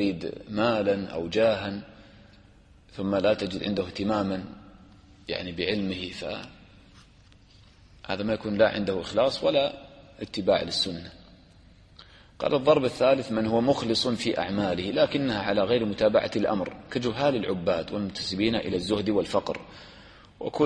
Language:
Arabic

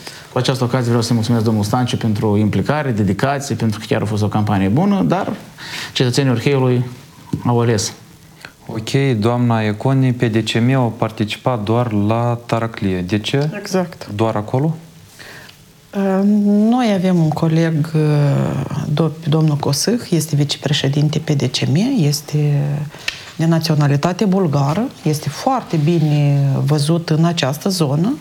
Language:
Romanian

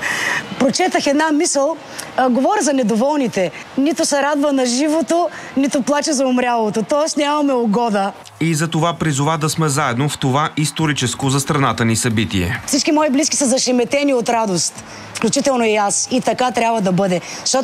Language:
Bulgarian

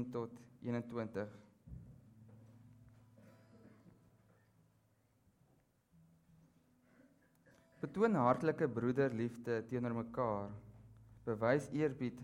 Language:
Afrikaans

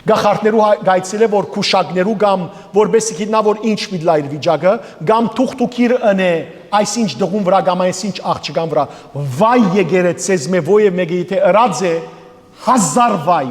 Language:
Western Armenian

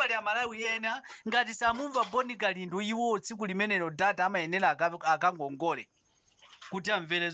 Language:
Nyanja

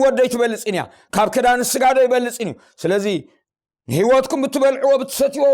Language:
Tigrinya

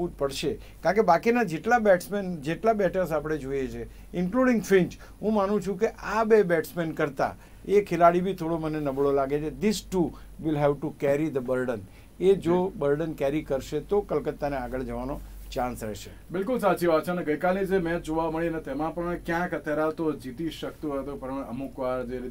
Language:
Gujarati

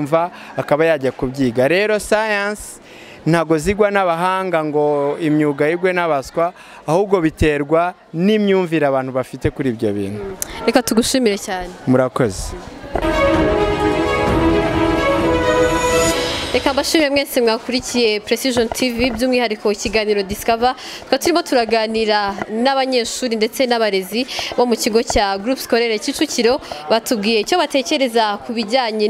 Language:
Kinyarwanda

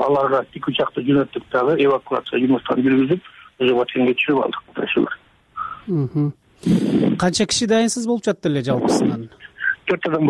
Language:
Kyrgyz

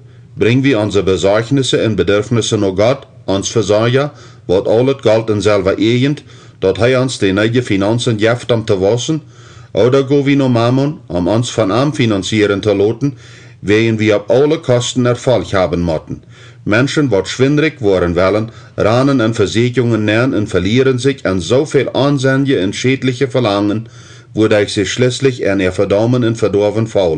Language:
Plautdietsch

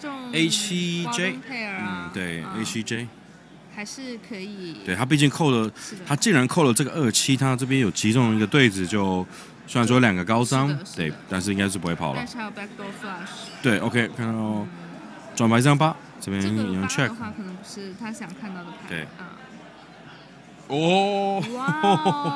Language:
Chinese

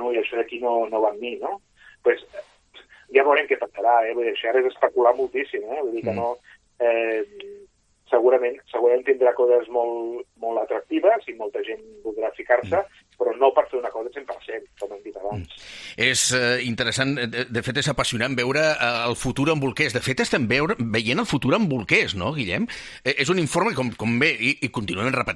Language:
Catalan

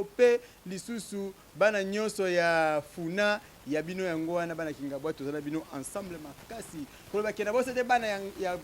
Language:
Lingala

